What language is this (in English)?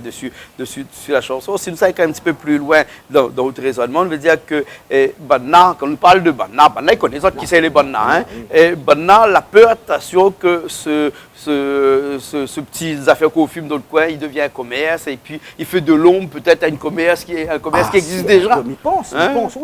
Réunion Creole French